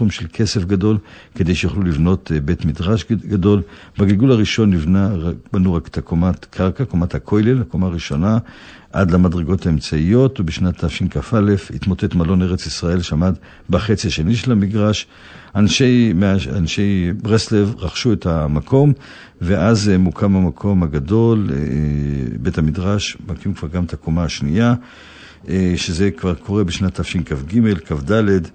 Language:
Hebrew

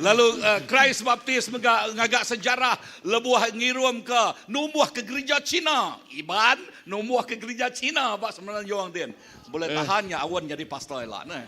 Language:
Iban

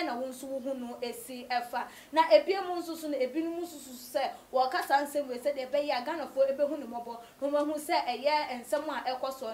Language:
Akan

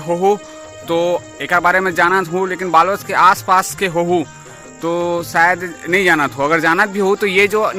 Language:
Chhattisgarhi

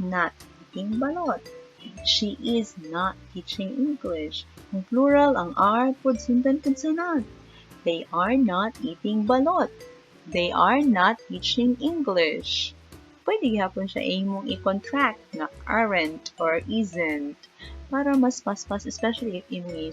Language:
Cebuano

